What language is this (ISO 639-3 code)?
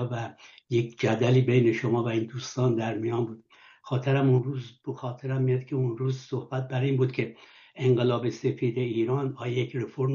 fas